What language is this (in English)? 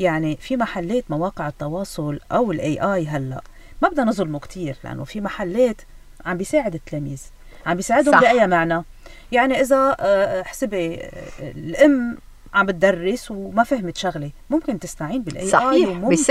North Levantine Arabic